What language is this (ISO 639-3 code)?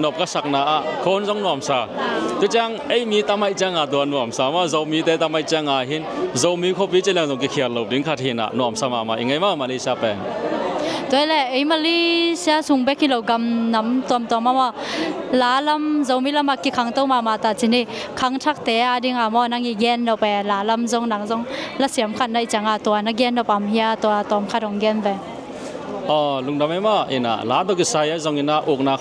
ctd